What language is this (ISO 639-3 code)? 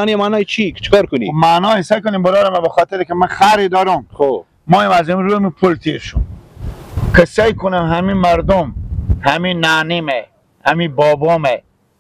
fas